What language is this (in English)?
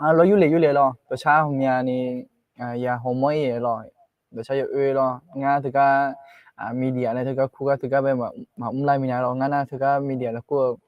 Akha